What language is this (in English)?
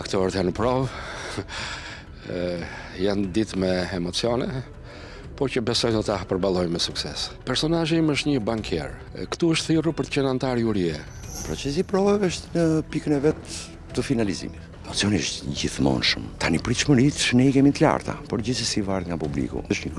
Albanian